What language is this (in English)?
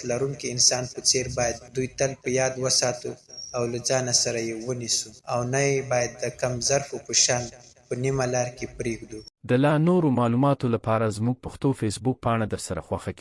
Pashto